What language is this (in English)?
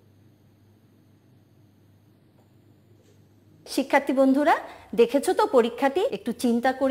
Bangla